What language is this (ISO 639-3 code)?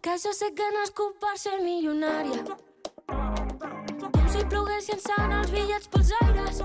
cat